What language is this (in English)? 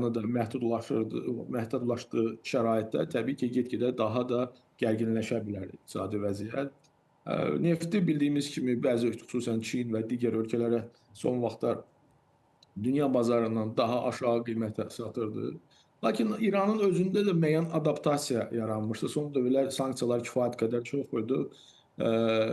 Azerbaijani